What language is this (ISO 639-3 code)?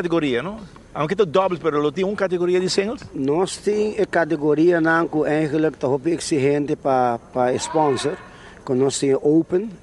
pap